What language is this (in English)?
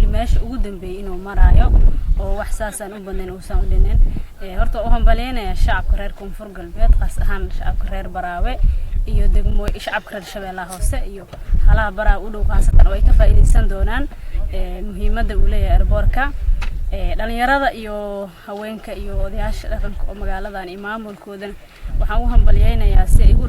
Somali